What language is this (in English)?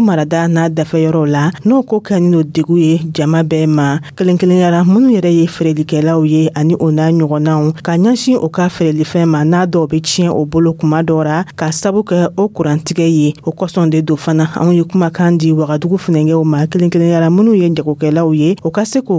Dyula